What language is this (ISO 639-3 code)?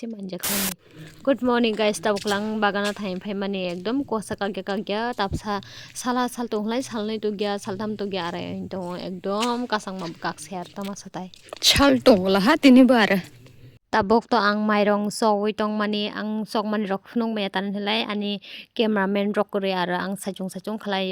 trp